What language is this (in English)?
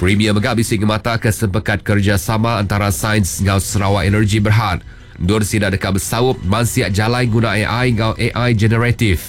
Iban